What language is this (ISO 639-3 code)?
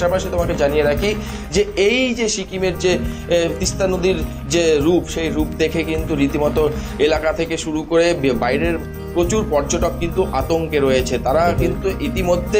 ben